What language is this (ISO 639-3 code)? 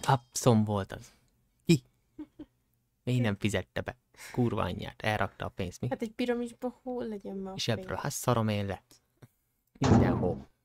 hun